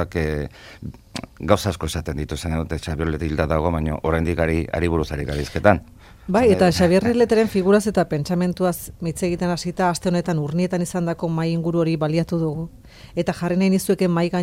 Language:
Basque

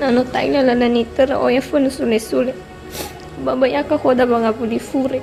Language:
Nias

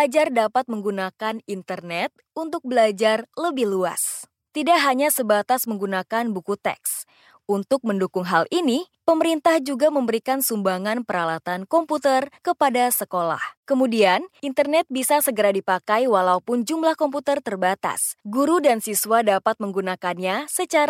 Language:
Indonesian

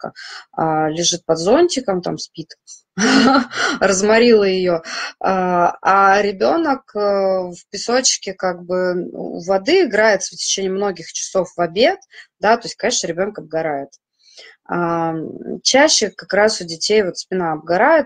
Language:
Russian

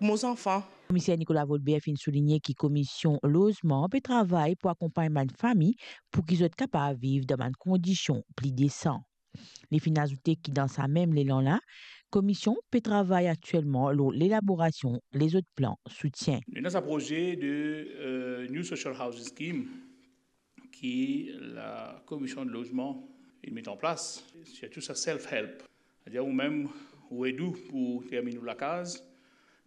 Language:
Morisyen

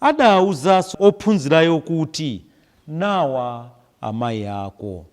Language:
Nyanja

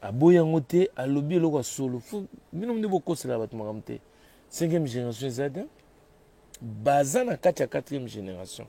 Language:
Lingala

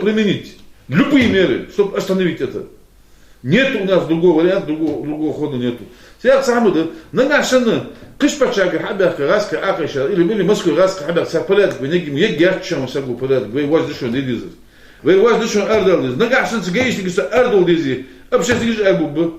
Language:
Ingush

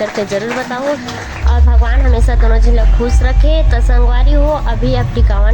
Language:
Chhattisgarhi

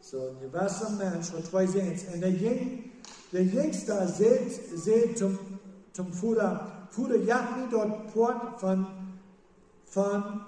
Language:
Plautdietsch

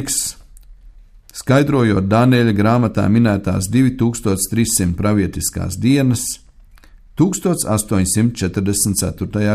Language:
Latvian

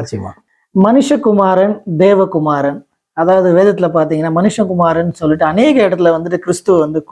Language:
Tamil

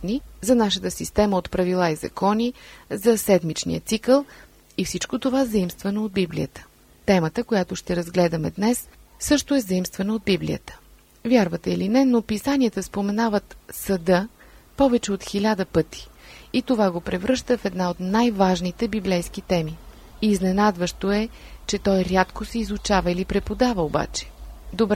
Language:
Bulgarian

